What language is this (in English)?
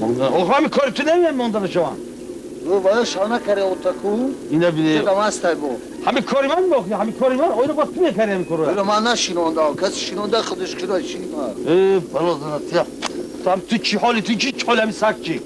Tajik